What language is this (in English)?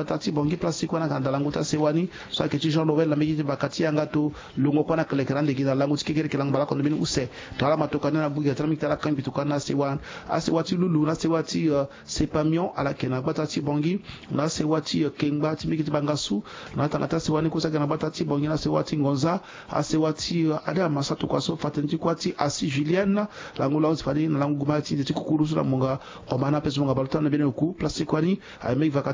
Sango